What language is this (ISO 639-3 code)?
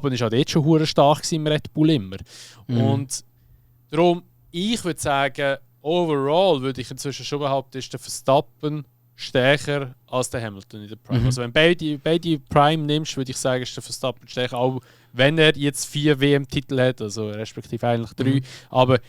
gsw